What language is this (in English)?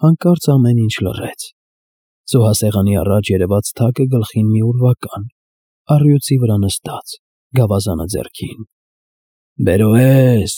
Armenian